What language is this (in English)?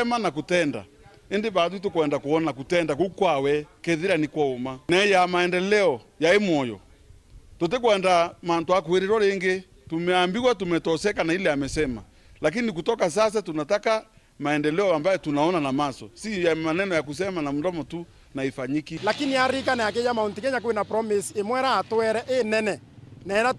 Meru